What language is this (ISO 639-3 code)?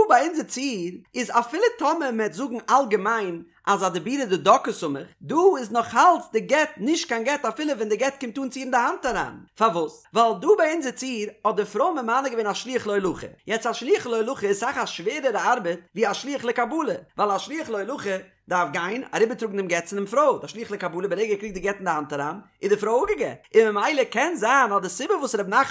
yid